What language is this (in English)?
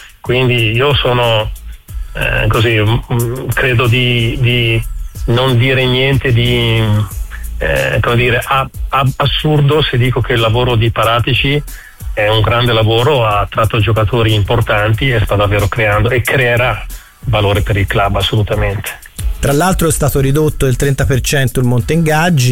Italian